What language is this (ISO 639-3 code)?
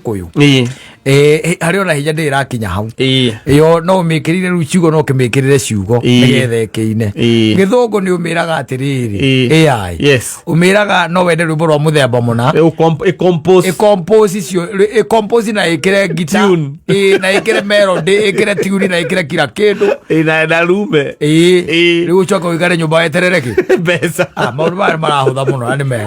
kik